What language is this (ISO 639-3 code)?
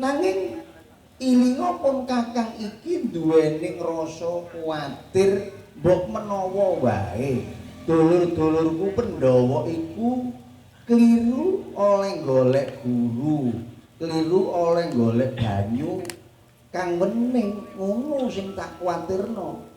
jav